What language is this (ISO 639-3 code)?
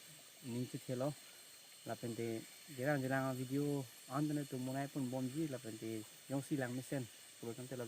mjw